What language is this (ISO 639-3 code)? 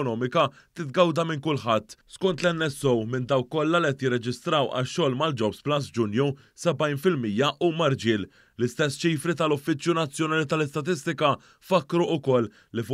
mlt